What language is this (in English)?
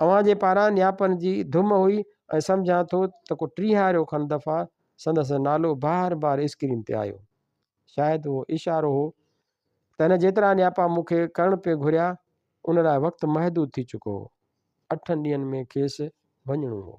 Sindhi